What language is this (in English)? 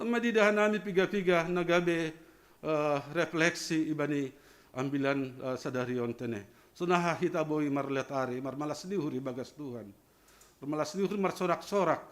Batak Simalungun